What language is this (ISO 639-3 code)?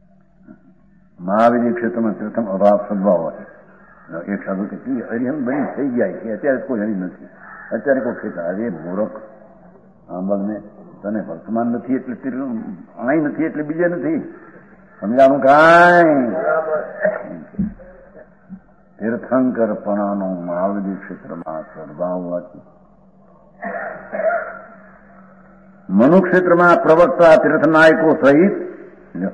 guj